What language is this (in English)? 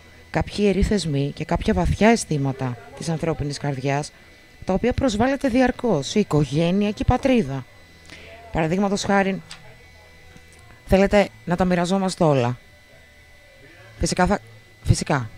Greek